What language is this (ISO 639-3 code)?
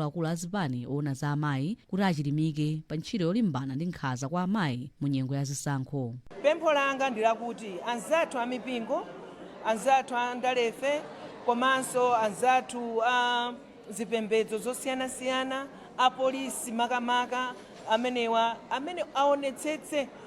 nya